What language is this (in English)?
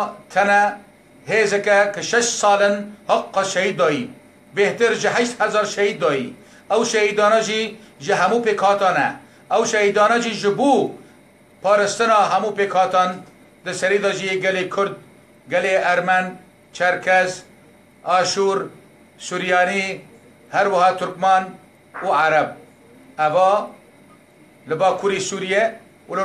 Kurdish